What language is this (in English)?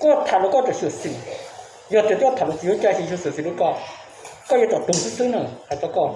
Hmong